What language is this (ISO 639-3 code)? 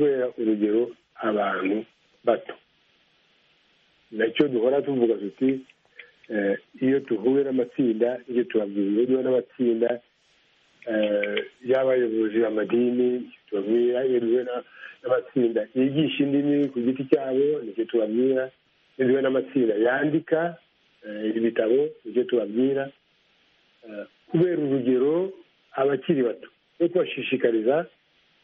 kin